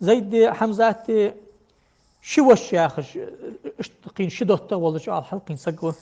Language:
Ingush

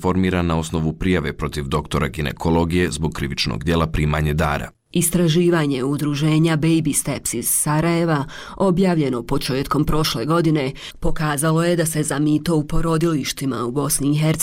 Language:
Bosnian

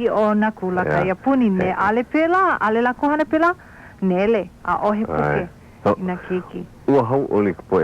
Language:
Hawaiian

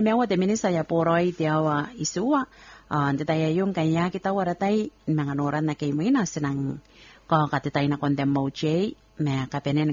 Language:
Gilbertese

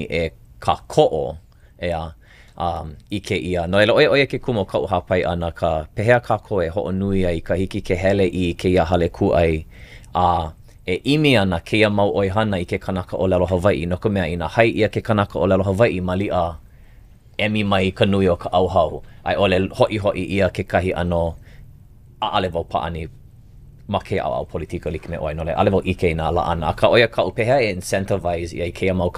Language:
Hawaiian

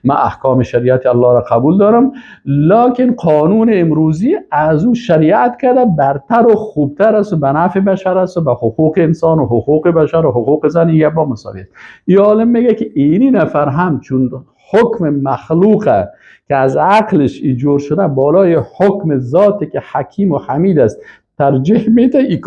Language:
Persian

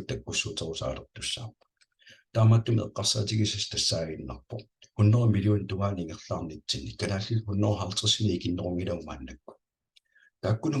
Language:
Kalaallisut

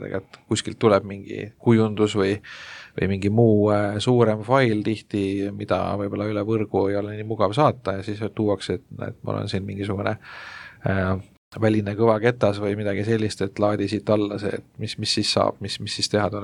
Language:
Estonian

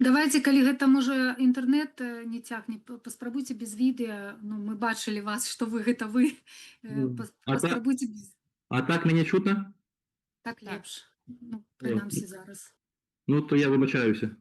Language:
Belarusian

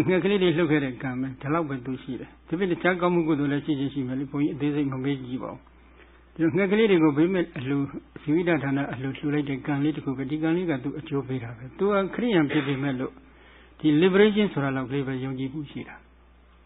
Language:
Burmese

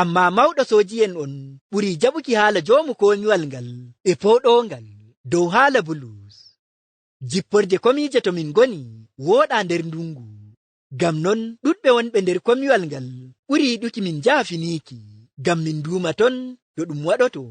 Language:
Fula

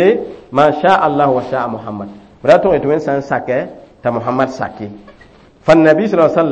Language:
Mossi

